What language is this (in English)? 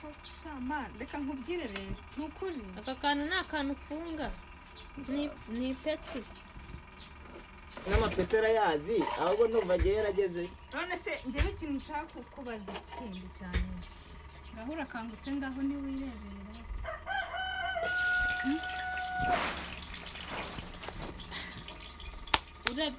Kinyarwanda